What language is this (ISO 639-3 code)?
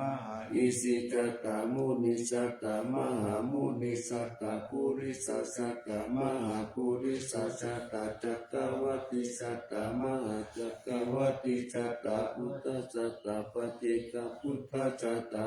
pli